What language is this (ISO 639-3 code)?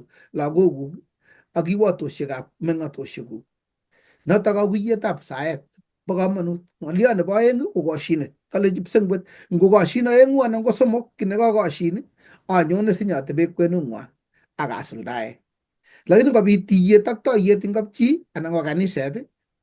kln